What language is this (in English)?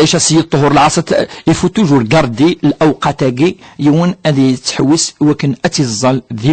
Kabyle